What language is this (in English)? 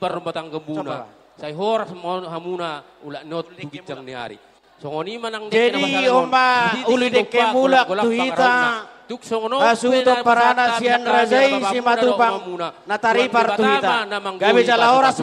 Batak Toba